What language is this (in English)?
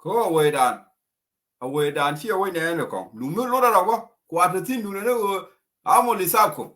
Nuer